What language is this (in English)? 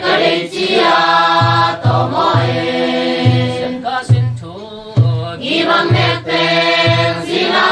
Tedim Chin